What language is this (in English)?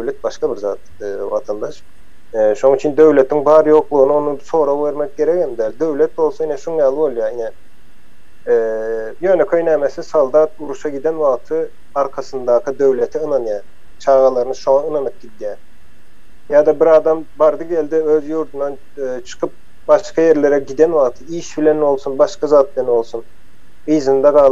Turkmen